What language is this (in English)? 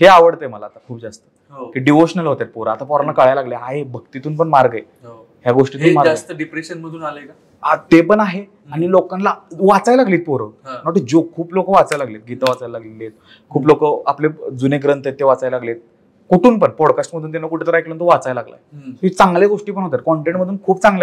Marathi